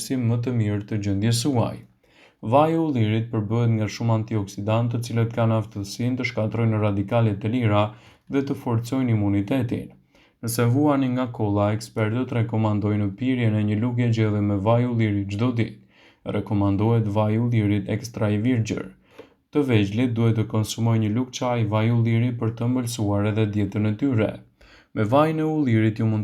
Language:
Albanian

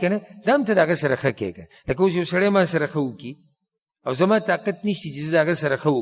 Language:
Pashto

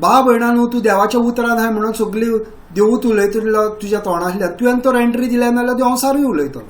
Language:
Konkani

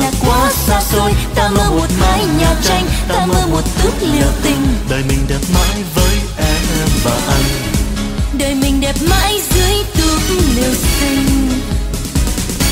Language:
Vietnamese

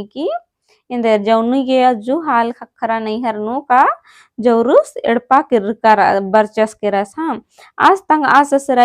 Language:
Kurukh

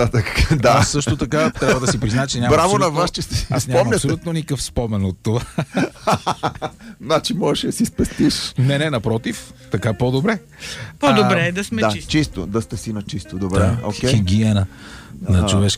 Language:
Bulgarian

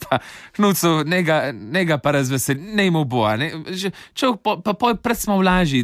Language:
Slovenian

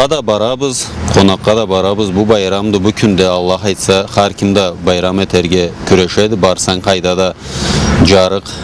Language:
Karachay-Balkar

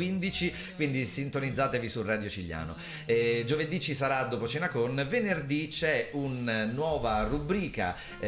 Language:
Italian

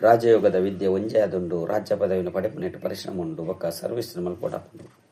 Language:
Tulu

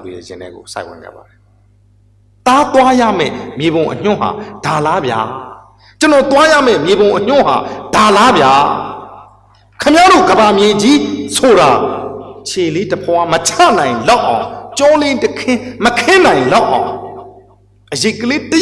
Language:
Burmese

